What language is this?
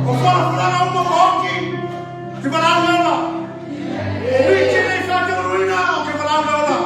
Samoan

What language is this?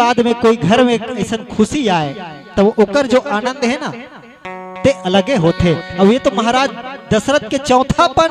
Chhattisgarhi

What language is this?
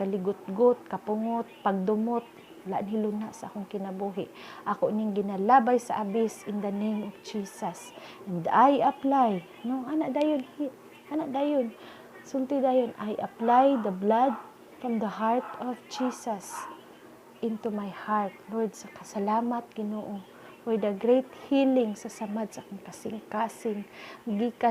Cebuano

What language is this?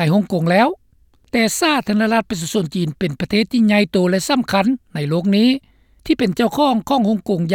Lao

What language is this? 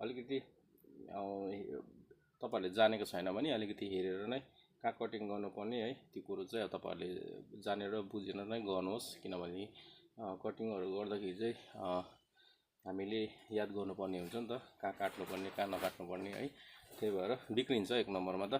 Nepali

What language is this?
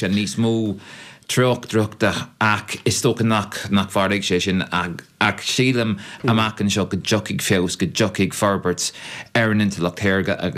Irish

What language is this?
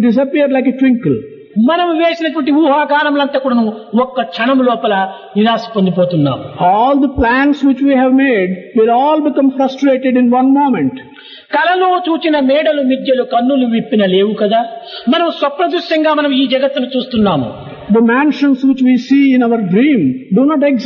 Telugu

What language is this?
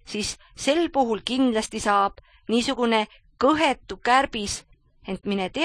Estonian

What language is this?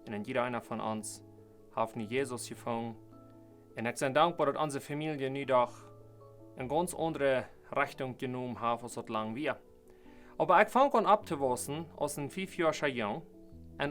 Plautdietsch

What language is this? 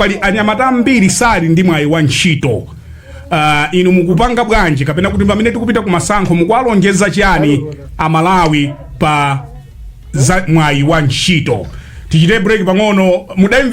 Nyanja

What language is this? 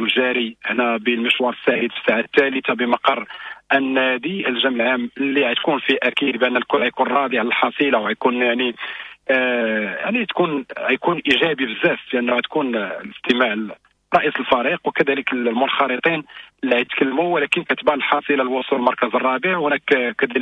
Moroccan Arabic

